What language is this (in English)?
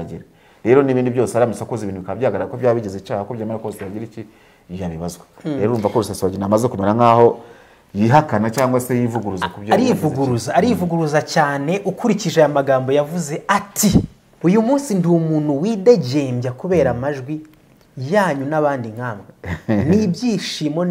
Kinyarwanda